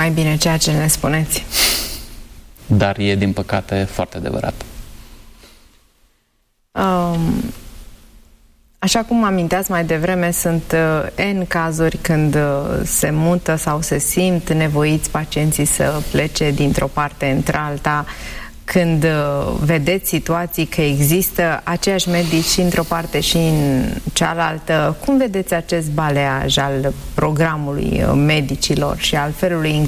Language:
Romanian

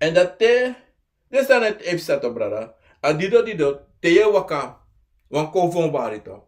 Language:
Sranan Tongo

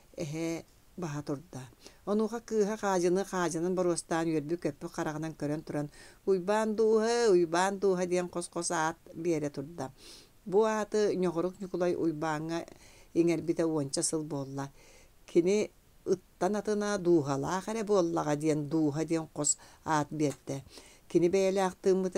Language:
Yakut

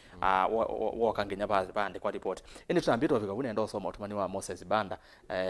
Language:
Kamba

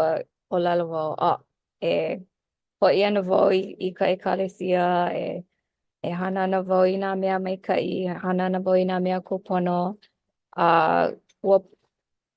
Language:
Hawaiian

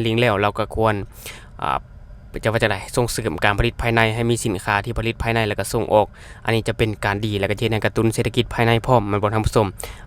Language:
Lao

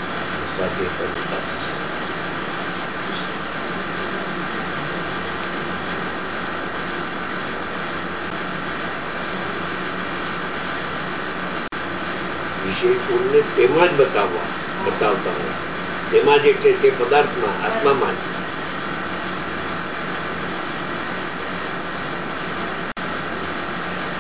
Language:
Gujarati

